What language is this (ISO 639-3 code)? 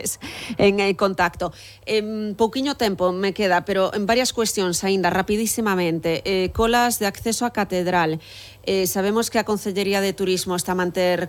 glg